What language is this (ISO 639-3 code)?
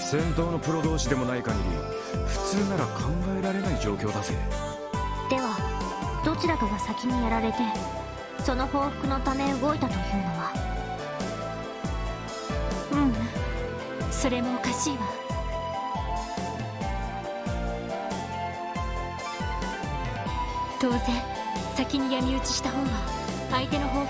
jpn